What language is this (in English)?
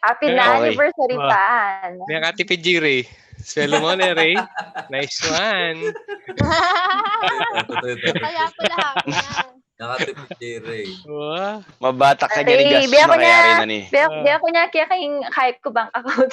Pampanga